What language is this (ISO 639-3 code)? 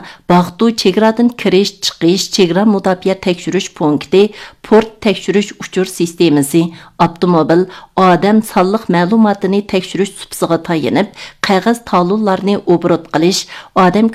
uig